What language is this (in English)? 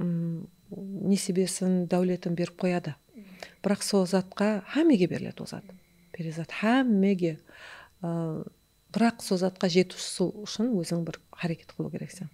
Kara-Kalpak